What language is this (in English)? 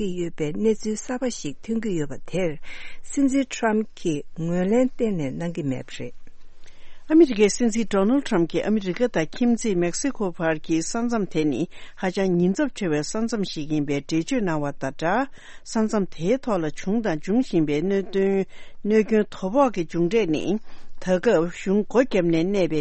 Tibetan